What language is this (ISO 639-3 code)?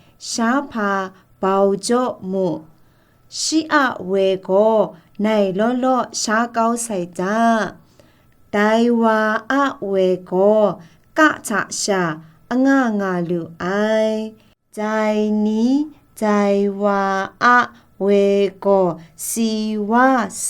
kac